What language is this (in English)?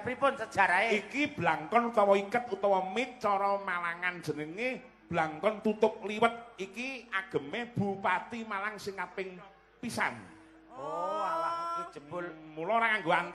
Javanese